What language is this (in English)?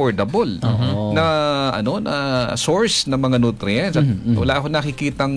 Filipino